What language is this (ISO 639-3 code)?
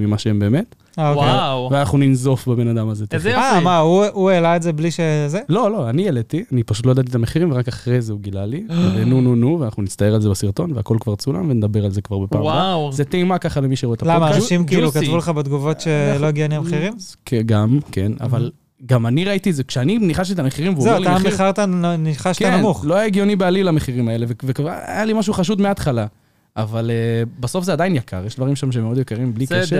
heb